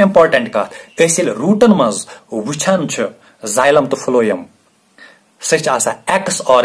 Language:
Kashmiri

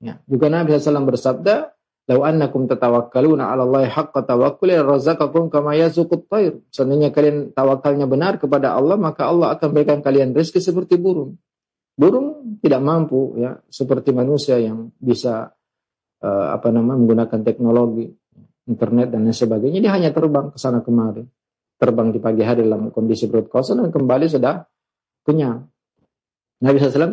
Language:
Indonesian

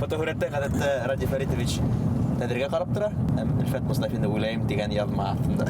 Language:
Bashkir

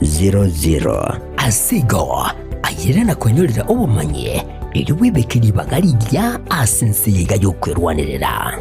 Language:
Gusii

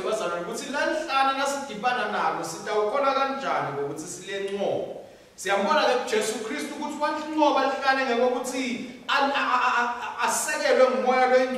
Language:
Swati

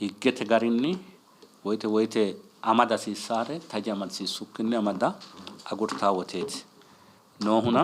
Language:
Sidamo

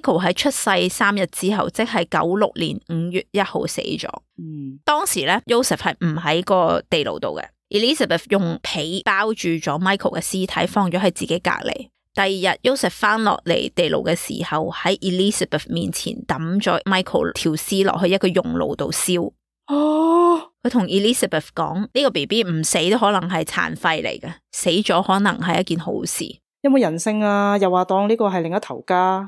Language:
Cantonese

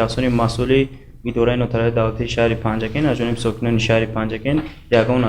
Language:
Tajik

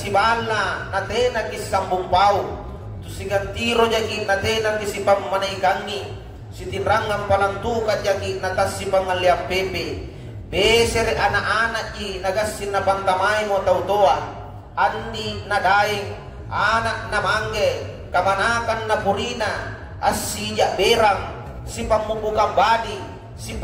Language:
Makasar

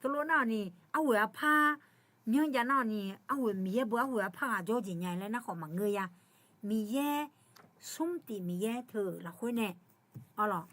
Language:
Akha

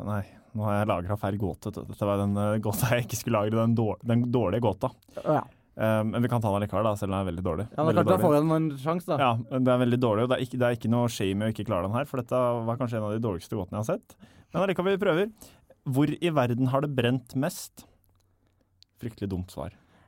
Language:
Norwegian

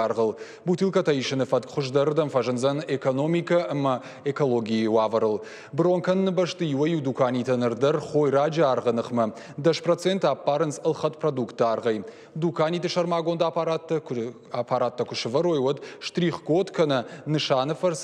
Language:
Ossetic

